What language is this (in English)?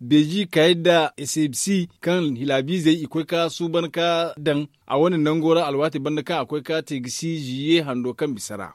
Zarma